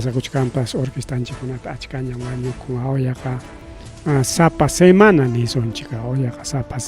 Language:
Ayacucho Quechua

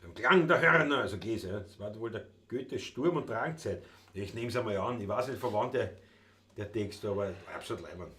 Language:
Bavarian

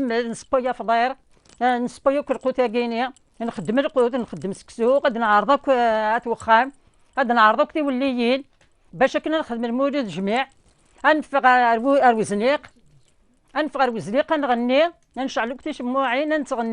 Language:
Kabyle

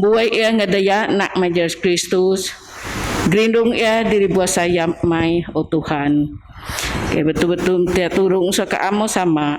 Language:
Biatah Bidayuh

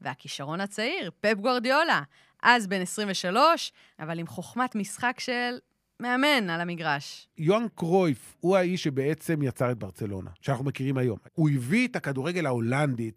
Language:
Hebrew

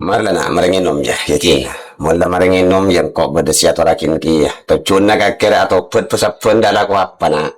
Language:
Madurese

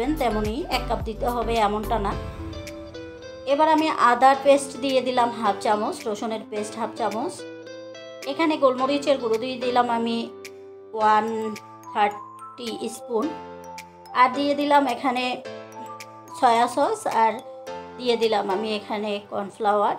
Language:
Bangla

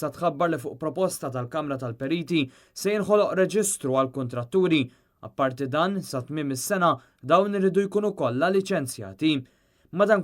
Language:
Maltese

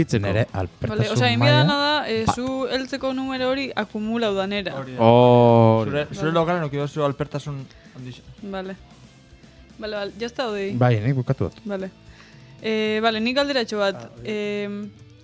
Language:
Basque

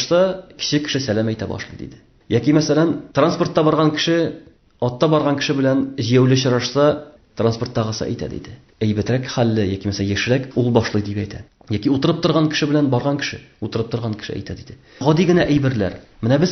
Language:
Tatar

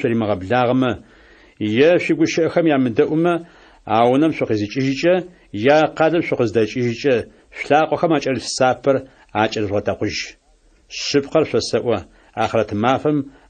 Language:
Adyghe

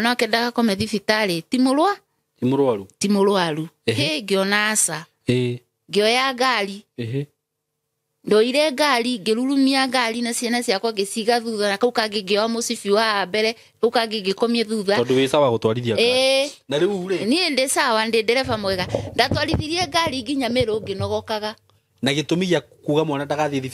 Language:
Kikuyu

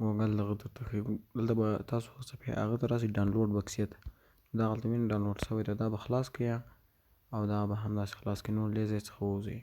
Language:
Pashto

